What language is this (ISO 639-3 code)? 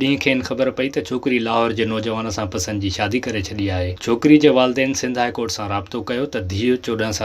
snd